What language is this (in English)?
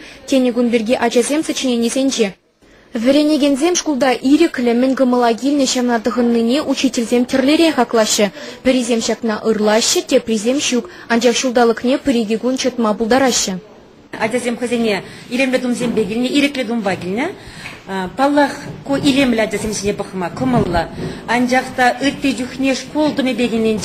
Chuvash